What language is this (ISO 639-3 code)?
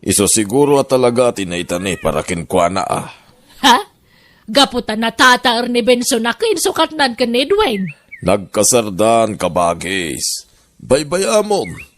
ilo